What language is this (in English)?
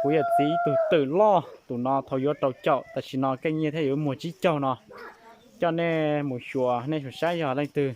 Hmong